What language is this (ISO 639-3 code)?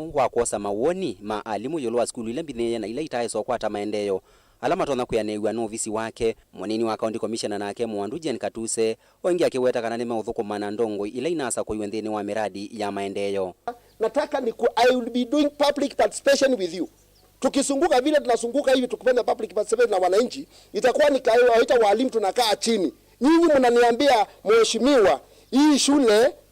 kam